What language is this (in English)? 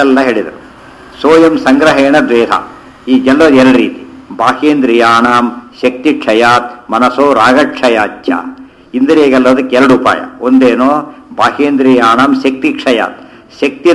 Kannada